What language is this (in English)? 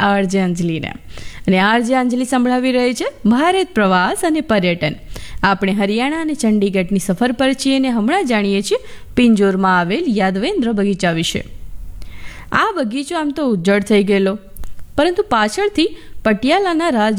Gujarati